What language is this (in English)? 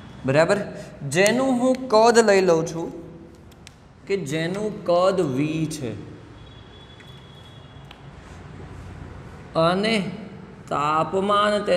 Gujarati